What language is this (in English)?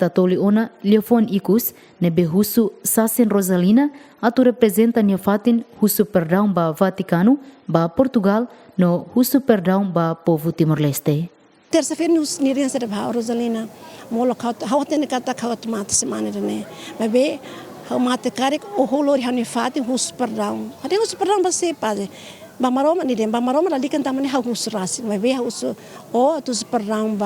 Tetum